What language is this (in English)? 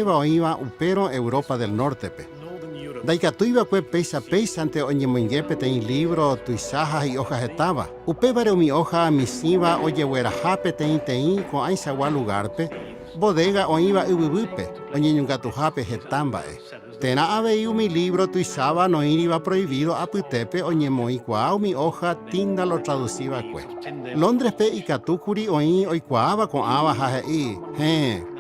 Guarani